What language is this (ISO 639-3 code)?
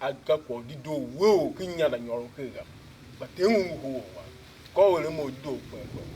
tiv